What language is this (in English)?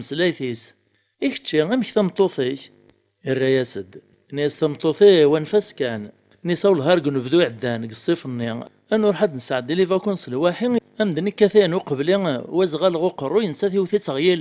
Kabyle